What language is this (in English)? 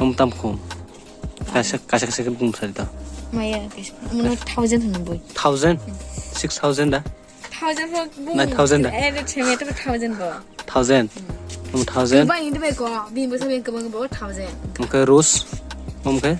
Kok Borok